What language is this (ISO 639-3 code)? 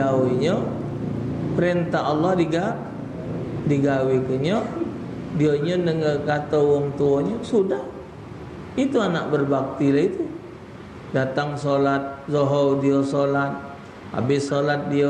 mui